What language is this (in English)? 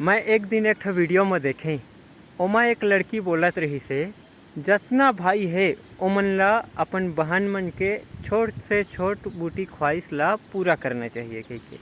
Chhattisgarhi